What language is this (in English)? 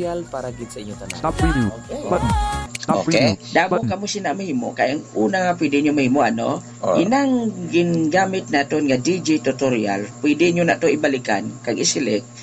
Hiligaynon